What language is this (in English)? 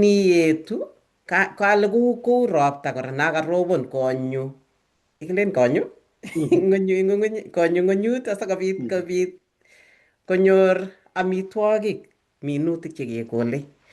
Kalenjin